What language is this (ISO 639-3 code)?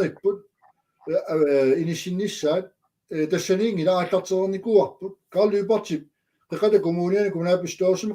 kal